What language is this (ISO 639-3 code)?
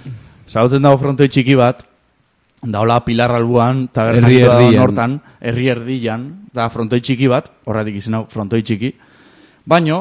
eus